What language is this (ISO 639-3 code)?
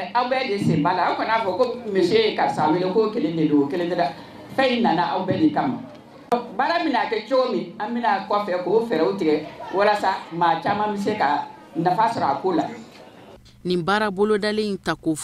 bam